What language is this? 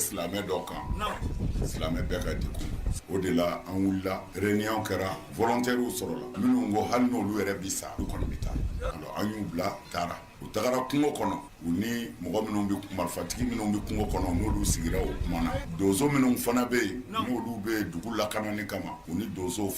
Bambara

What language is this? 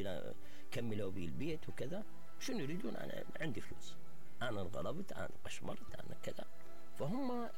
Mesopotamian Arabic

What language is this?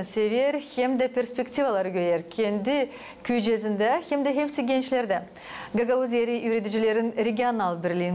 Gagauz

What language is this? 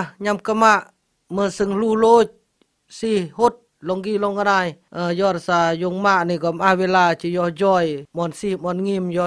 Khmu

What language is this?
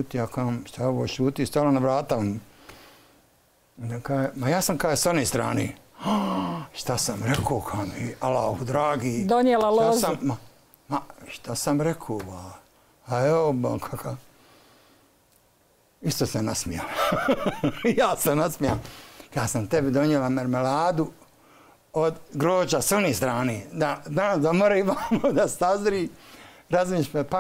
Bosnian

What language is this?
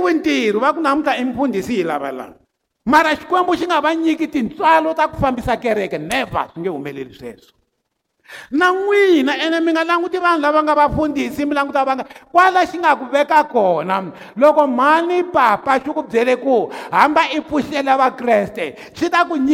Tsonga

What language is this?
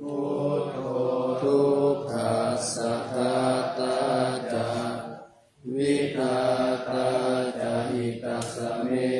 Pali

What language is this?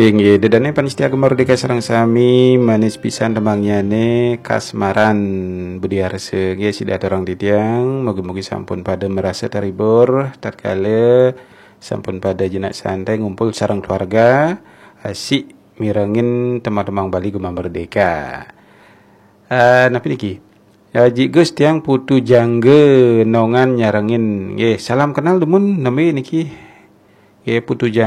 Balinese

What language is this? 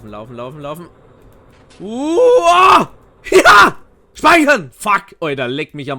Bavarian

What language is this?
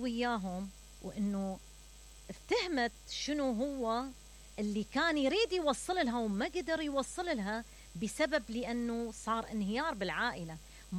Mesopotamian Arabic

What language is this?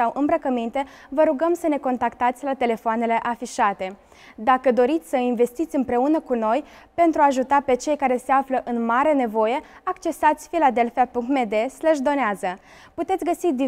Romanian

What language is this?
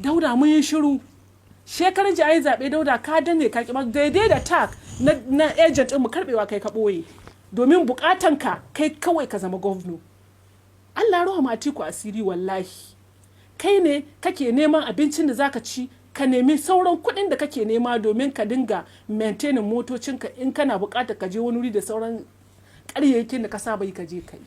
Hausa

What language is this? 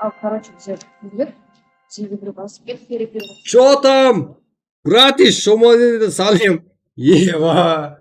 Kara-Kalpak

